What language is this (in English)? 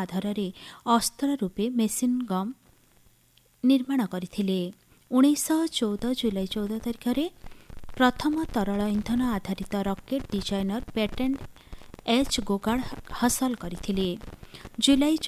Odia